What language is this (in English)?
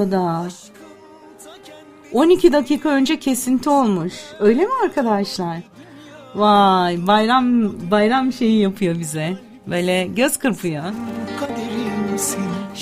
Turkish